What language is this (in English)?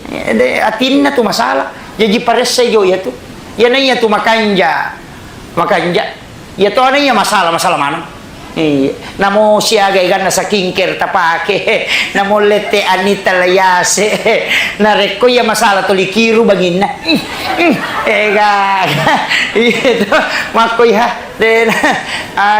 Buginese